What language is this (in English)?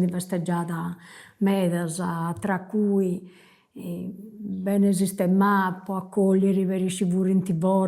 Sardinian